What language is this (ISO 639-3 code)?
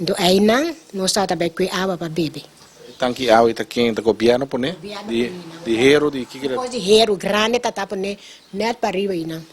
pap